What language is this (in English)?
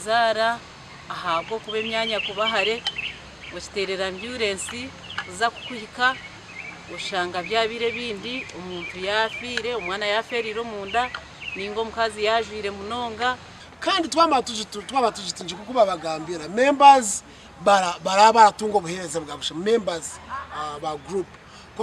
Nyankole